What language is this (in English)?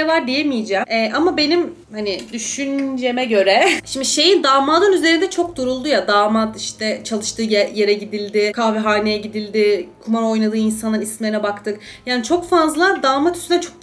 Turkish